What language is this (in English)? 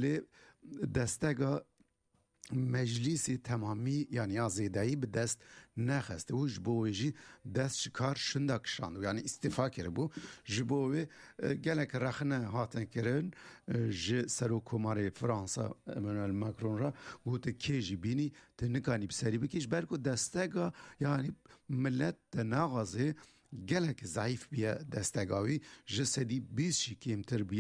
Kurdish